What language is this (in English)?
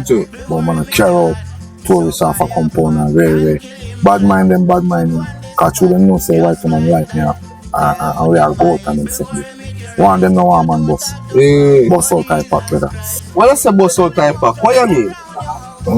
Jamaican Creole English